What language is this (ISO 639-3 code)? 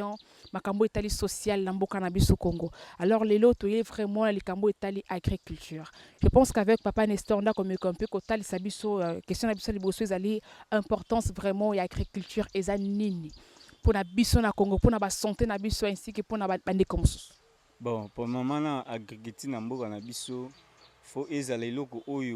lin